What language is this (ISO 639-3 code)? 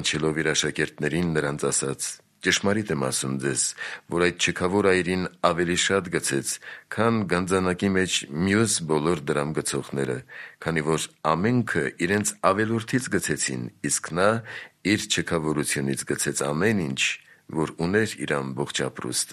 hye